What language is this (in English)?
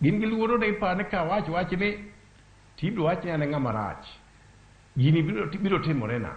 Luo (Kenya and Tanzania)